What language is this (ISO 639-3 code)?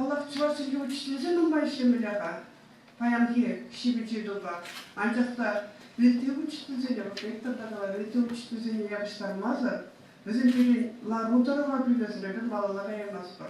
chv